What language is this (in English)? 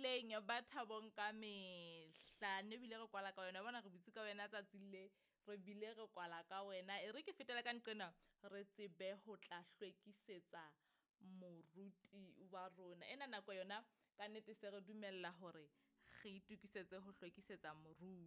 Southern Sotho